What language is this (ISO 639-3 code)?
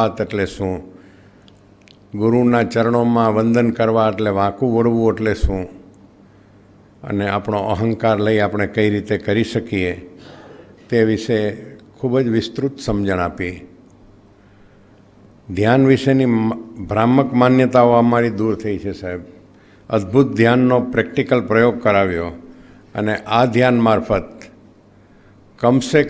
guj